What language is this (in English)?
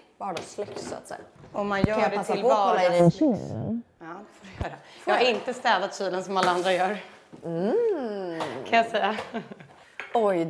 Swedish